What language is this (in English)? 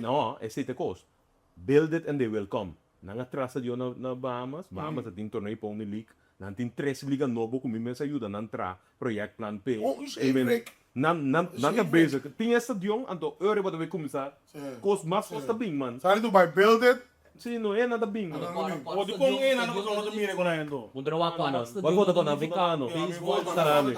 Papiamento